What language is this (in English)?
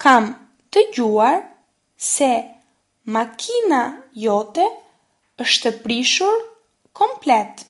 Albanian